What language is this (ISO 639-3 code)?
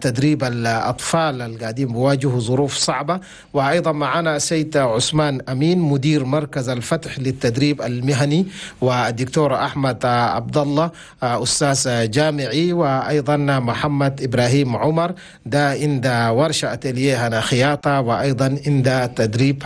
shu